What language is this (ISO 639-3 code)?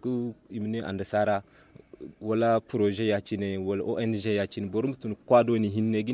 dje